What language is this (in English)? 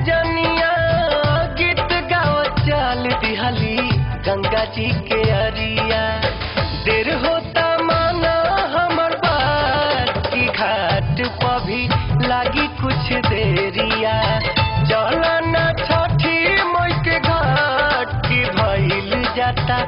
Bhojpuri